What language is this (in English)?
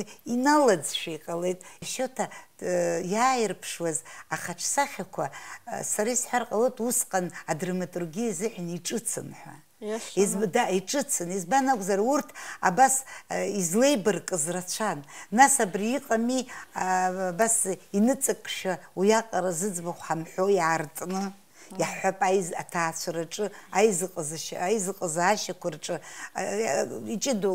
Abkhazian